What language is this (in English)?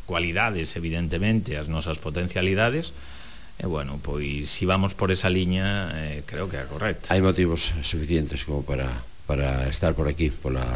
Galician